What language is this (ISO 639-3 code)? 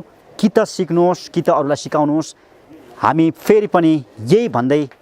nep